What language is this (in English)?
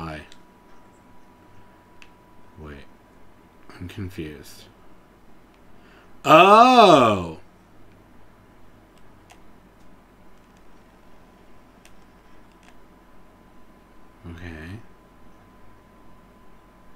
English